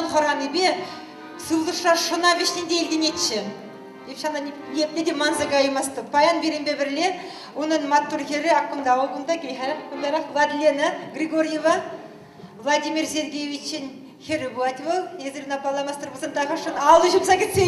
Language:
Chuvash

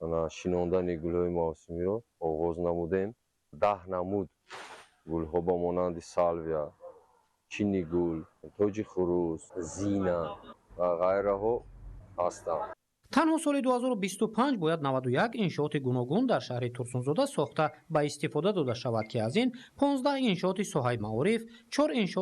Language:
Tajik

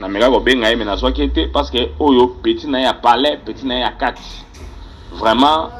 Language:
Lingala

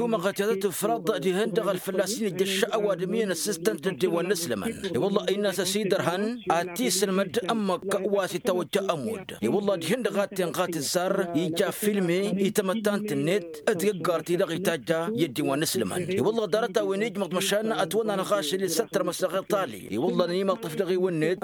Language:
Tamasheq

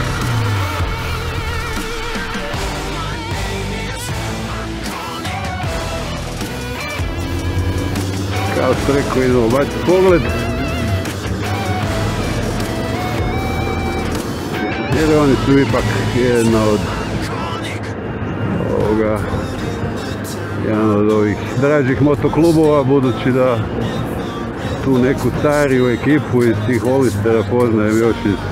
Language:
Croatian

